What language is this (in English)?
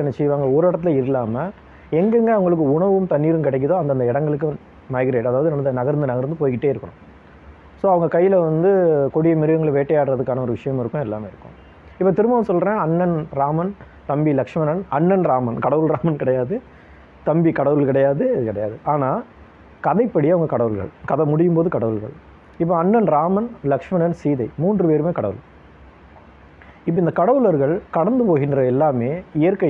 Tamil